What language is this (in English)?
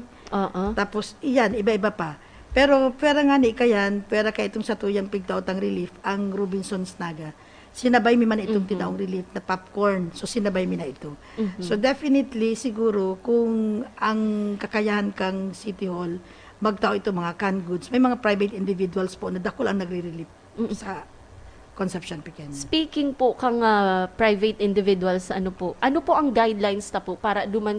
Bikol